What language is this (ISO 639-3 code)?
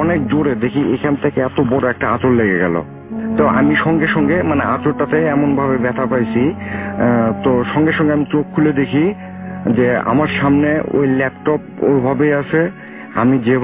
ben